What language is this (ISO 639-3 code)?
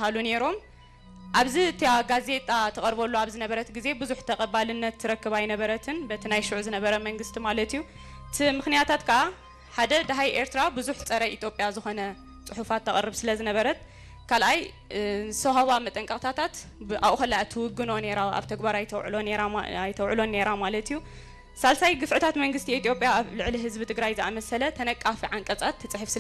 tir